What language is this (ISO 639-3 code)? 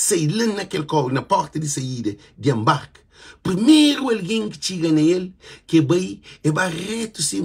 kea